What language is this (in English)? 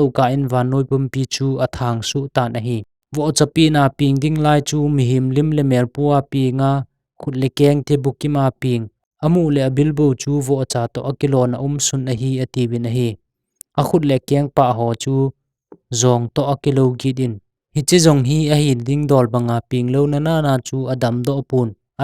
Thado Chin